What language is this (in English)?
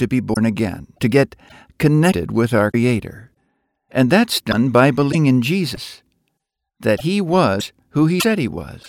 English